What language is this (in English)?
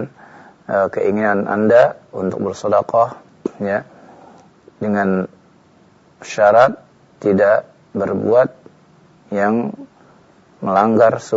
Indonesian